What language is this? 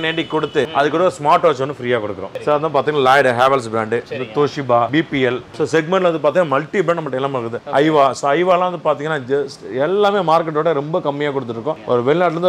Tamil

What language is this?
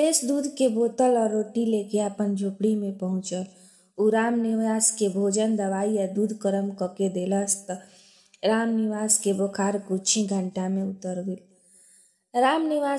Bhojpuri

